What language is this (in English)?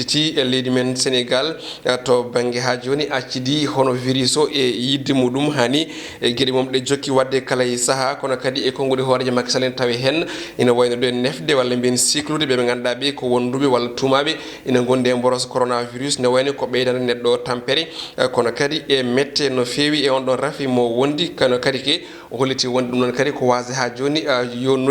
Fula